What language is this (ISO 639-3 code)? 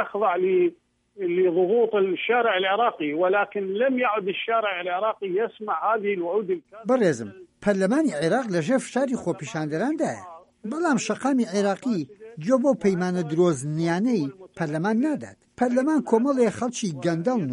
ckb